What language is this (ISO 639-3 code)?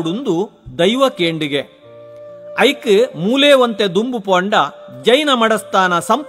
tcy